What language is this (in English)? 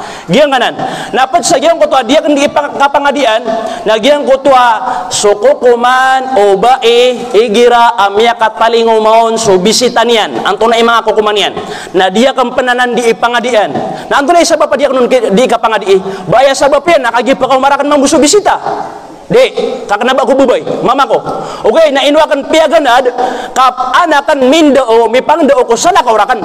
Maranao